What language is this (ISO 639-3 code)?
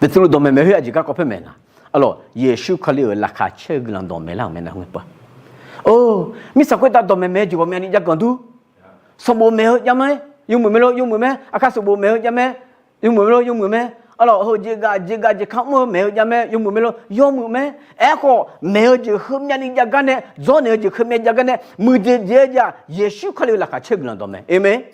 ahk